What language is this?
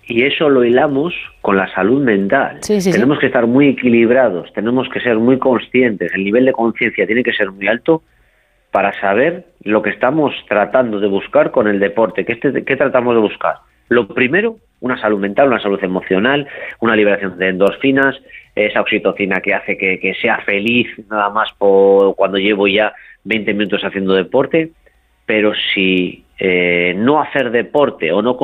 Spanish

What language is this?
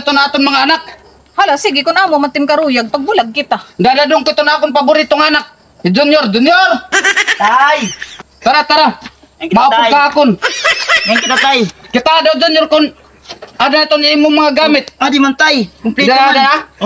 Waray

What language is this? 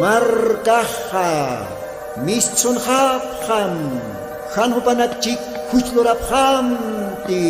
Aymara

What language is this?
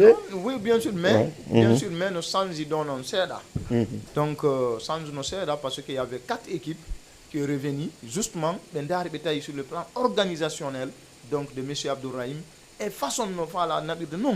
Fula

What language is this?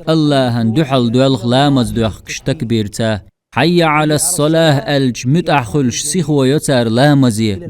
Chechen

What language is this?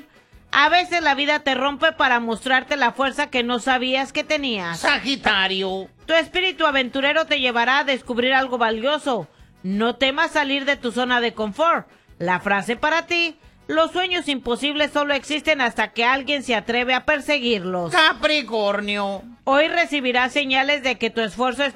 Spanish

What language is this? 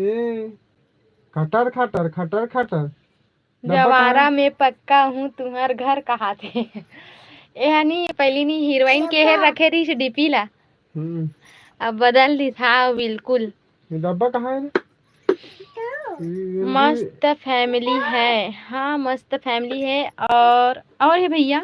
Chhattisgarhi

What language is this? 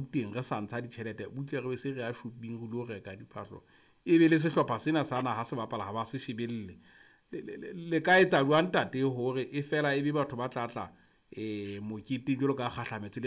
Southern Sotho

